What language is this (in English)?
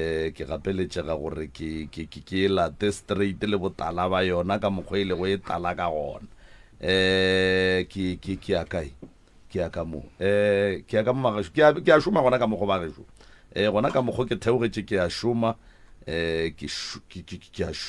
Northern Sotho